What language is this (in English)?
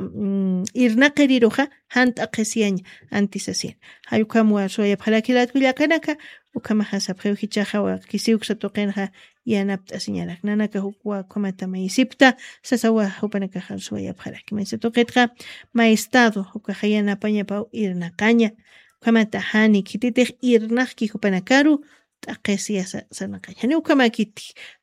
Aymara